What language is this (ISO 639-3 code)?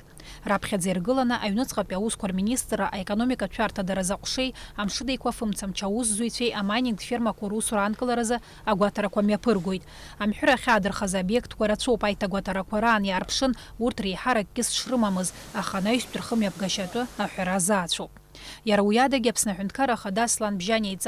abk